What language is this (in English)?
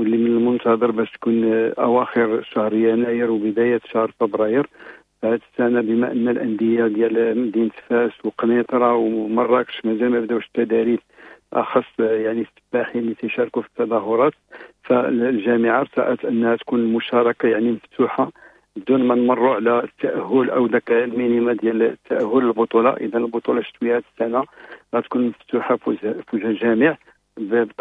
Moroccan Arabic